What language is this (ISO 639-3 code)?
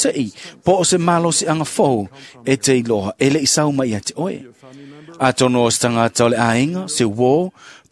smo